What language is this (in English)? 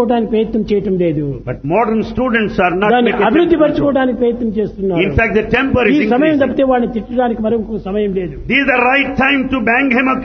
Telugu